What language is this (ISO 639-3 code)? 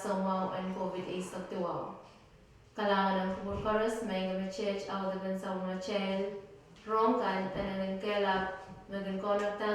pon